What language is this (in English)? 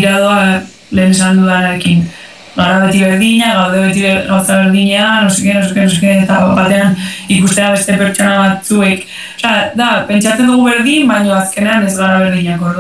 Basque